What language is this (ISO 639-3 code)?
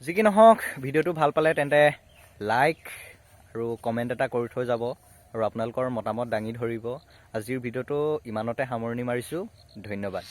asm